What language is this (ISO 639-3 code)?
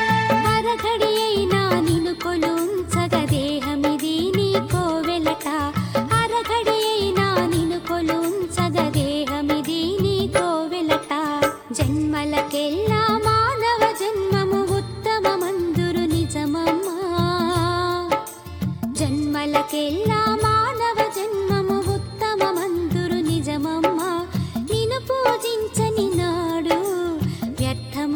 tel